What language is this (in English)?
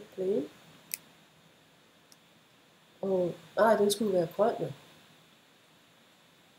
Danish